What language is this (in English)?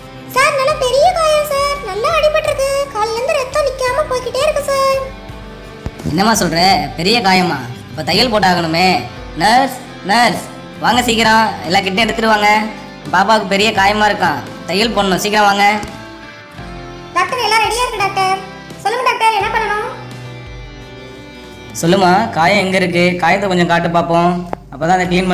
Tamil